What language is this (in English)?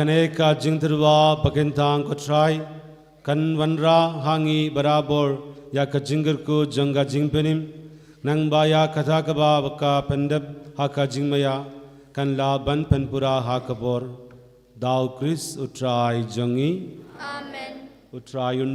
Khasi